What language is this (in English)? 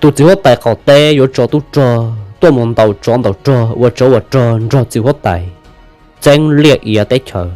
Hmong